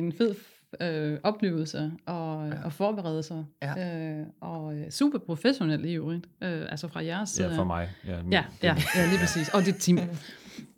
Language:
Danish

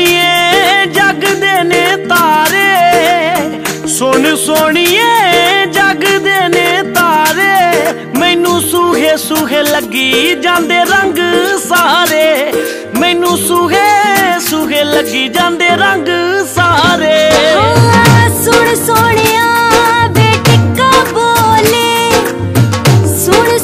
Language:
Punjabi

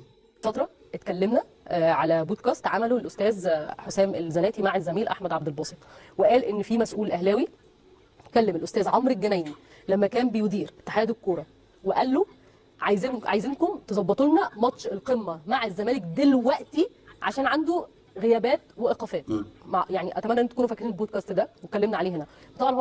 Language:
Egyptian Arabic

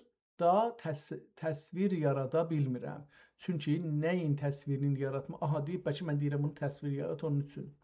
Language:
South Azerbaijani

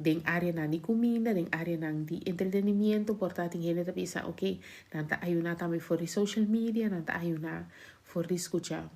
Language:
Papiamento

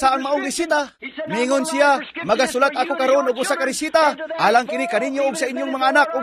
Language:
Cebuano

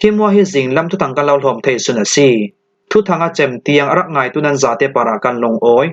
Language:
Falam Chin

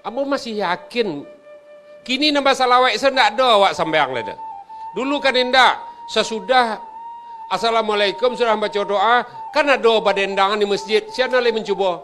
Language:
Minangkabau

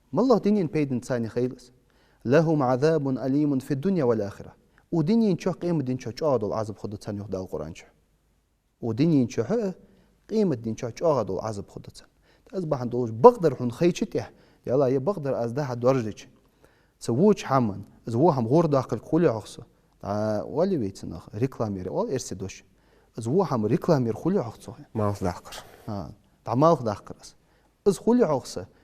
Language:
Ingush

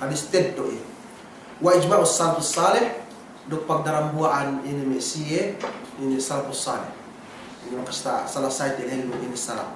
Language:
Yakan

